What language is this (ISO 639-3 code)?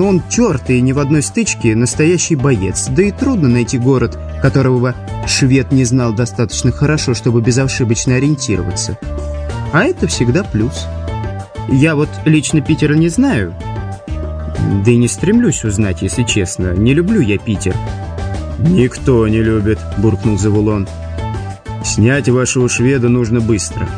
rus